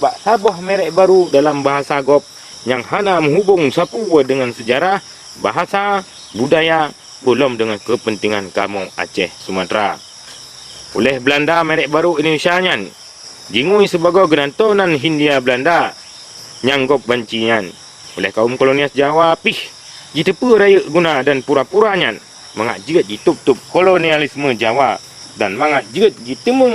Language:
Achinese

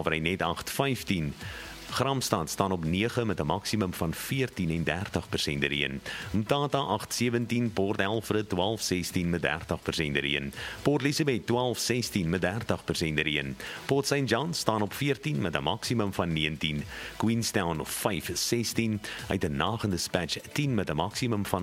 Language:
Afrikaans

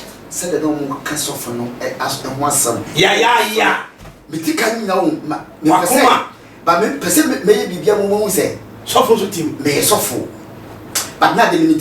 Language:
Akan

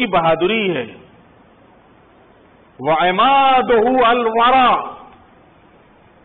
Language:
Urdu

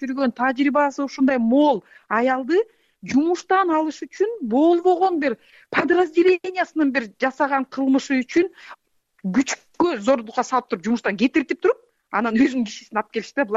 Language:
Kyrgyz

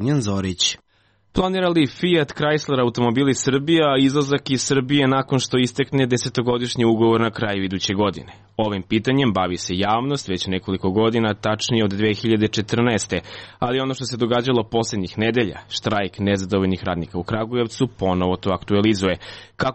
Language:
Serbian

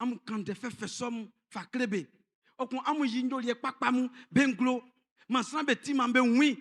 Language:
Baoulé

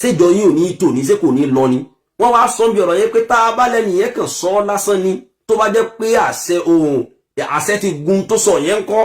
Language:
Yoruba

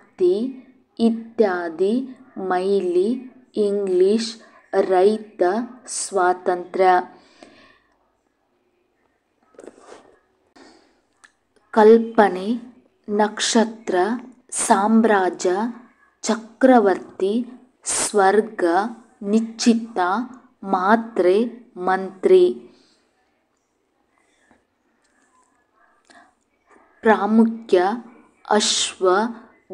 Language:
Kannada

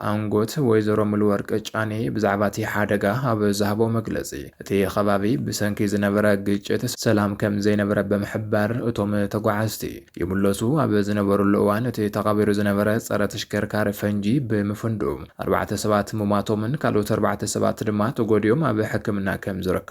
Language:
Tigrinya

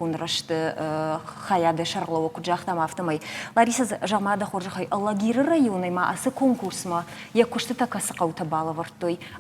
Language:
Ossetic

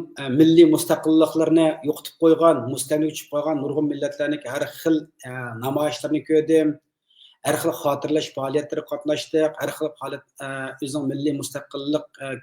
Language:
Uyghur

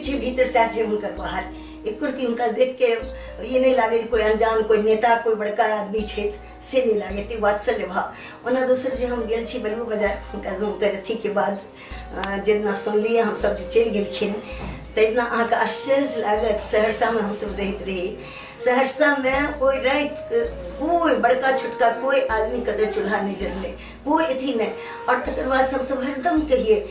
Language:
Maithili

